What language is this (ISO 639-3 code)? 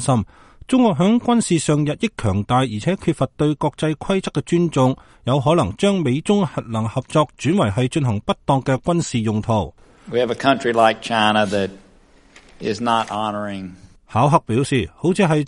yue